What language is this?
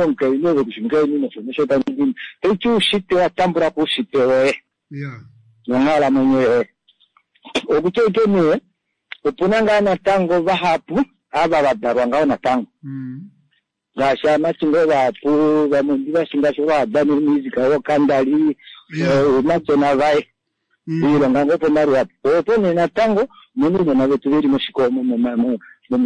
Swahili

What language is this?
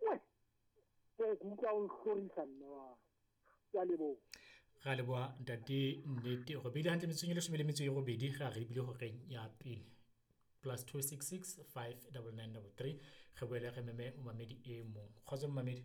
Southern Sotho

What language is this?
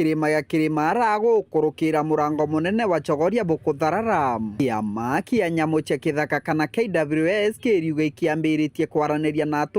Meru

